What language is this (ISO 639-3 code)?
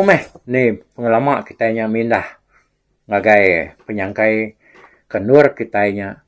iba